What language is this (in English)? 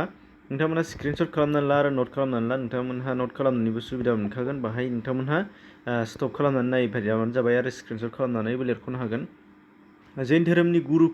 Bodo